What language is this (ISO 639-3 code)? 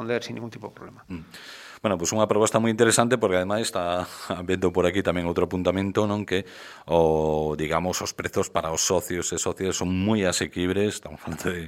glg